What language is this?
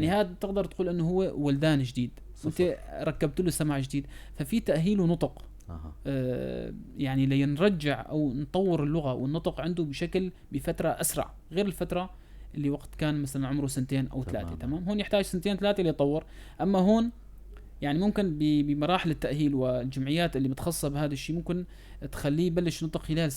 North Levantine Arabic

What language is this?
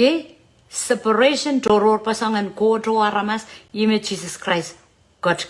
Pohnpeian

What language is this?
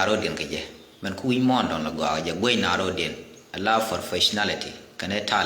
Nuer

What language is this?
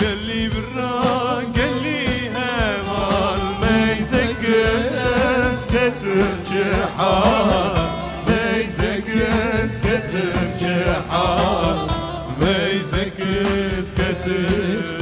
Kurdish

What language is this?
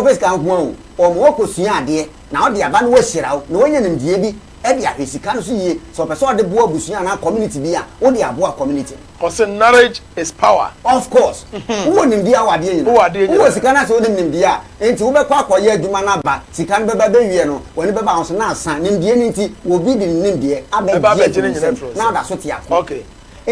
Akan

